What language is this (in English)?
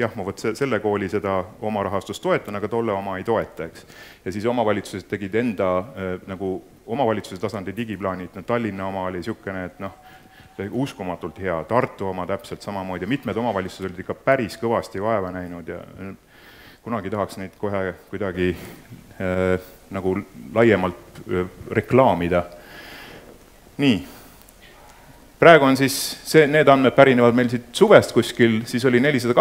Estonian